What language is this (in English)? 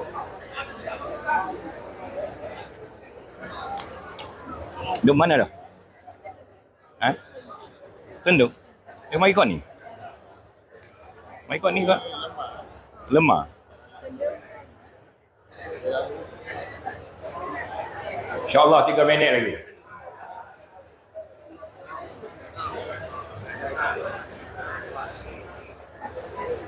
Malay